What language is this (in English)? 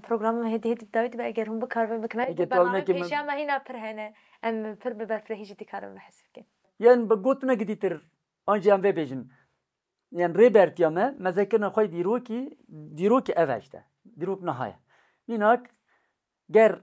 Kurdish